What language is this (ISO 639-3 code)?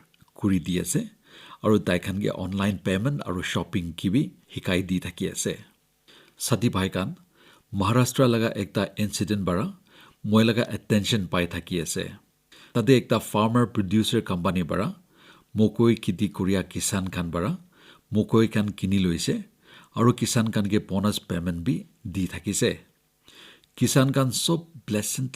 nag